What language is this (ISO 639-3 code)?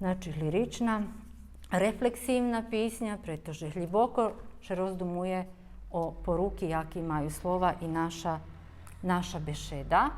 rue